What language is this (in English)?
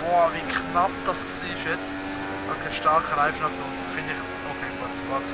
Swiss German